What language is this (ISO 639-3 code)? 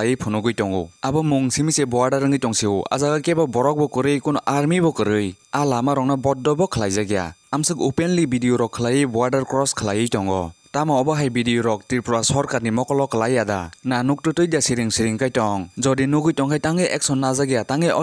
trp